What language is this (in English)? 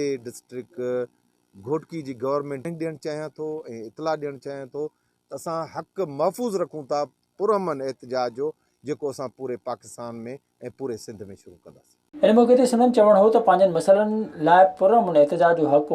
Sindhi